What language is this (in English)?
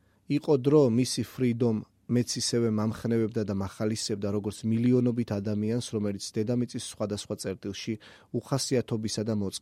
Georgian